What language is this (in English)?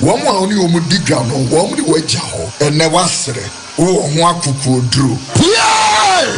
Akan